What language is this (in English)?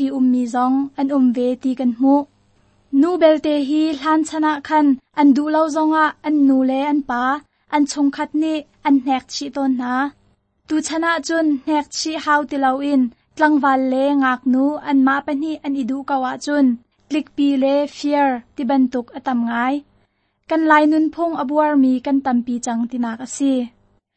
Hakha Chin